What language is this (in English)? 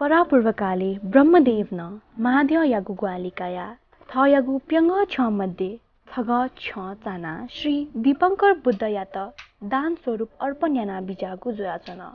Newari